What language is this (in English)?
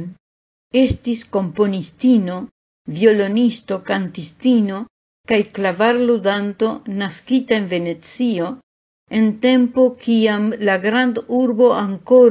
Esperanto